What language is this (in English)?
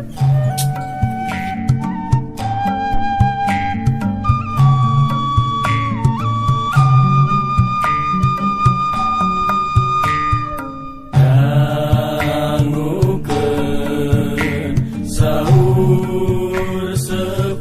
Sundanese